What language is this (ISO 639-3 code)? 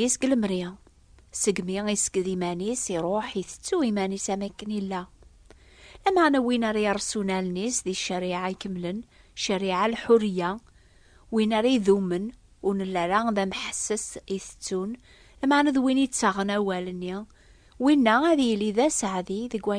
kab